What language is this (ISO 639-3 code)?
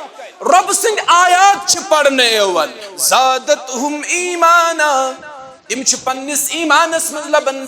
kas